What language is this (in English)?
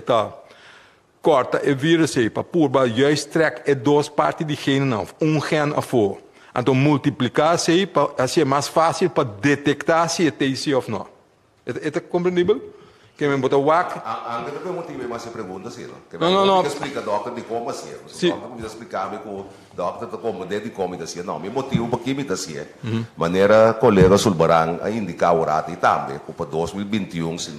Papiamento